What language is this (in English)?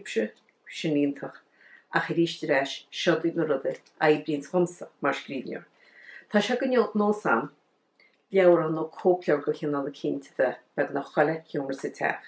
Irish